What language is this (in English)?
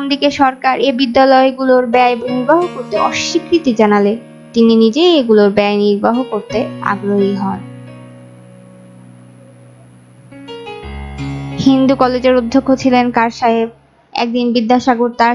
Bangla